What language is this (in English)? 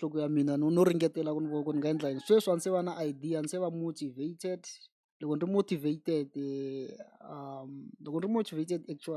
Tsonga